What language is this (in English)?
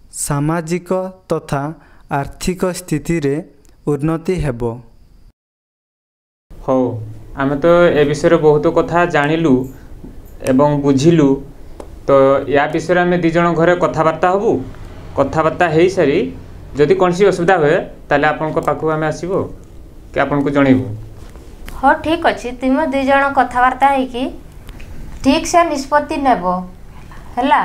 Odia